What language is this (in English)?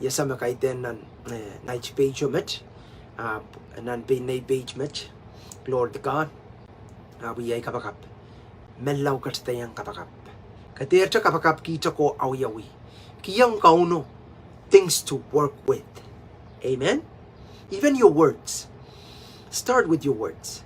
Pohnpeian